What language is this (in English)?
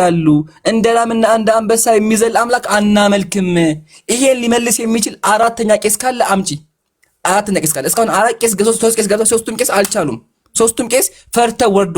Amharic